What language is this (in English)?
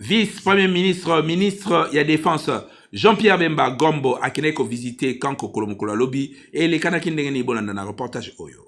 Lingala